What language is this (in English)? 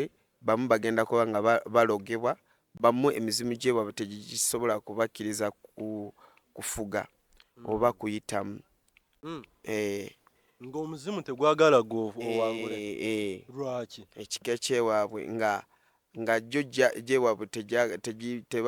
Ganda